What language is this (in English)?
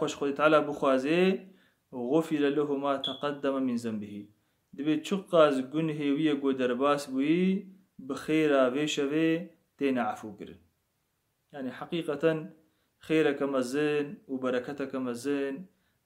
Kurdish